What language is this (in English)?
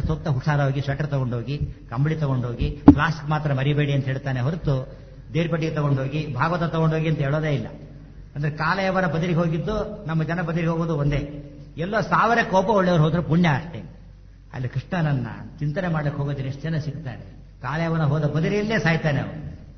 Kannada